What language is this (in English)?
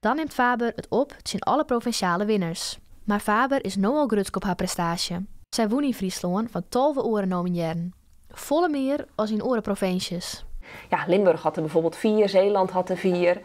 Western Frisian